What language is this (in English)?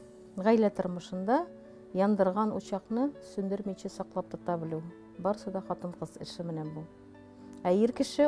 Tatar